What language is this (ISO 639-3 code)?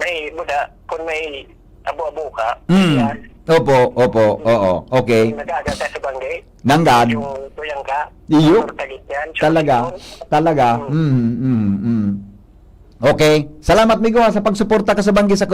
bik